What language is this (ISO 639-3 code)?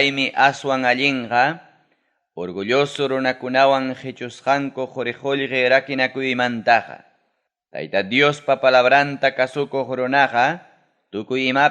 quy